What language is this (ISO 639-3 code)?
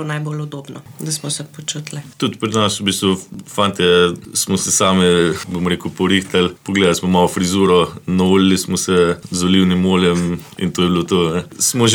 slv